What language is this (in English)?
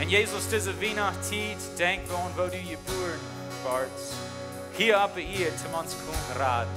Plautdietsch